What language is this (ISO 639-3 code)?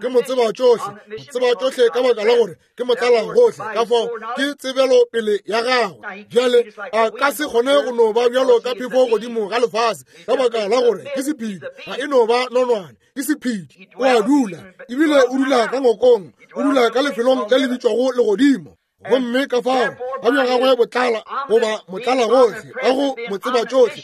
nso